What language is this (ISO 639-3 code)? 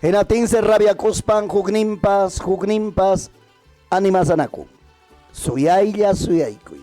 quy